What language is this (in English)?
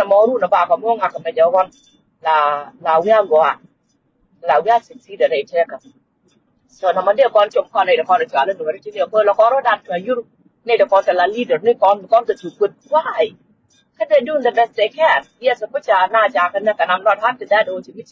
Nuer